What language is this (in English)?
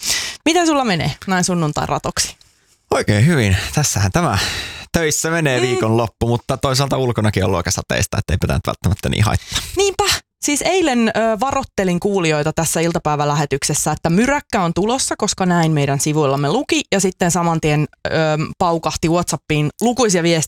Finnish